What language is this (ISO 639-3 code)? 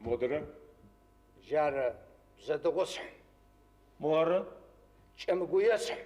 ady